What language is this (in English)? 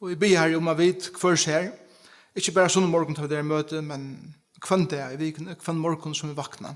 Faroese